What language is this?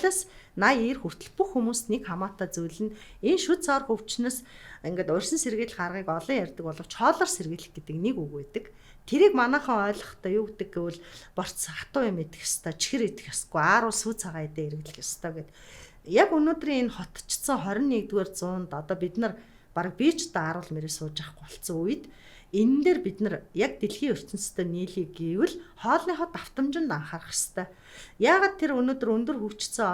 Mongolian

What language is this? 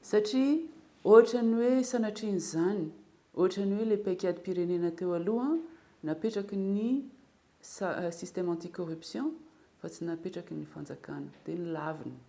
Malagasy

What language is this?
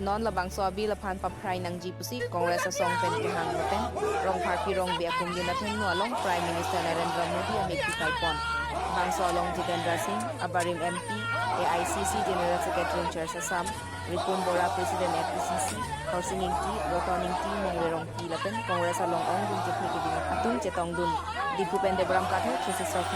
Karbi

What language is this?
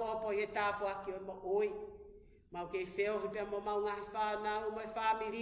Tongan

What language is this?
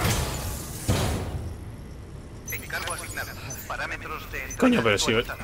Spanish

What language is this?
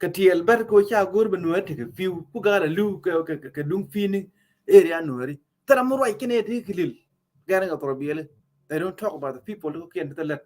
Nuer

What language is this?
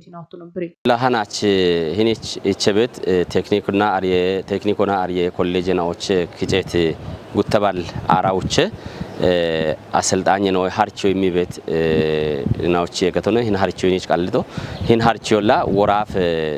Kafa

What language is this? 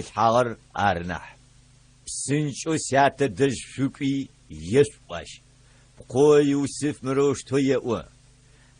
Adyghe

